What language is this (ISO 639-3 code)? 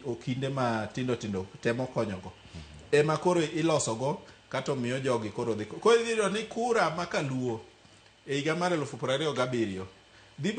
luo